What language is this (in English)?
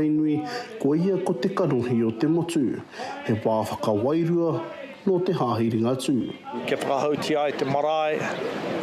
Māori